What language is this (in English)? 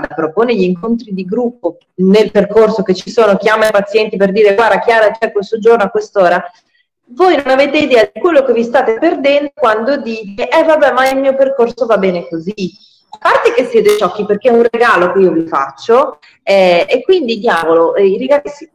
Italian